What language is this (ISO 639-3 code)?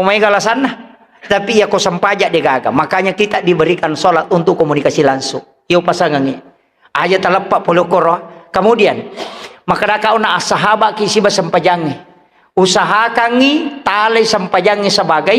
bug